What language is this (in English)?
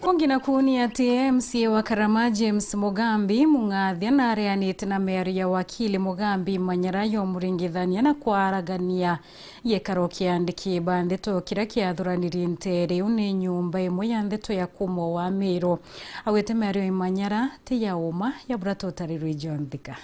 Meru